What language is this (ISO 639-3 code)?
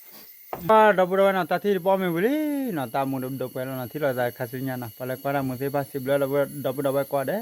ksw